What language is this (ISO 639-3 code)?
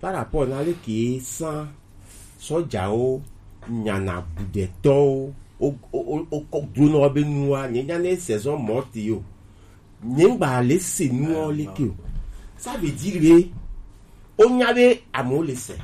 gej